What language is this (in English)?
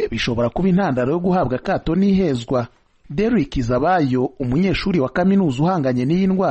Kinyarwanda